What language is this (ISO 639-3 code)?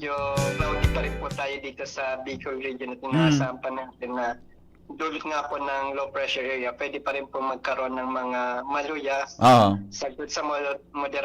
bik